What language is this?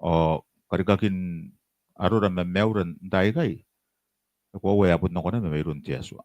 Gilbertese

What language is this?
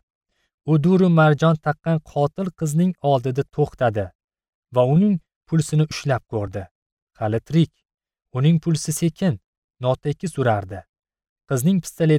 Uzbek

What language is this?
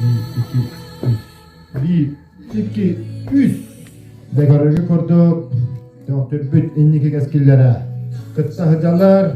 Yakut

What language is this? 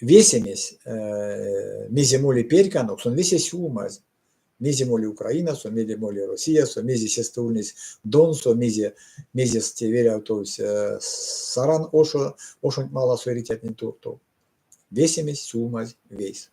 Erzya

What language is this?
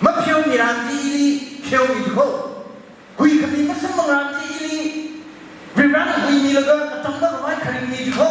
Tangkhul Naga (India)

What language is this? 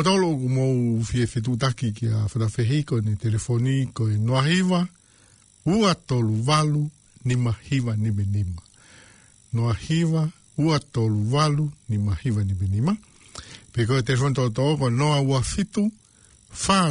Tongan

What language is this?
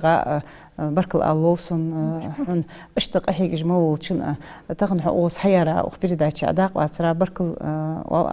Ingush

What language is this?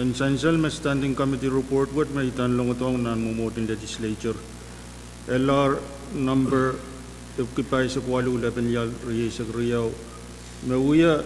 Pohnpeian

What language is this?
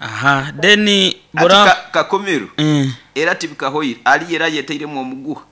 Nyoro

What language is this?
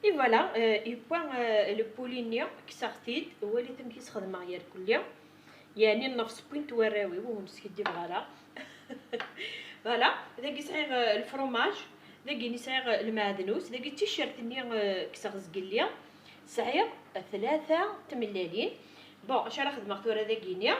Kabyle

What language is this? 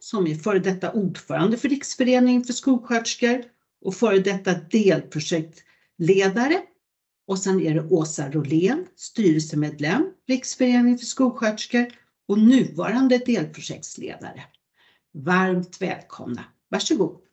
Swedish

